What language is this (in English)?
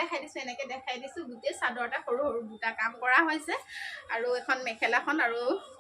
Assamese